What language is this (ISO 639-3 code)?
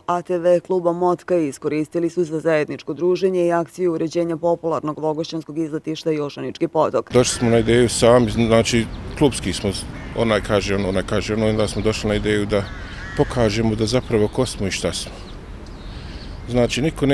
bos